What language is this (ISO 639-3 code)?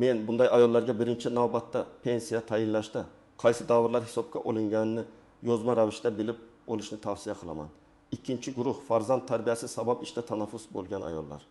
uzb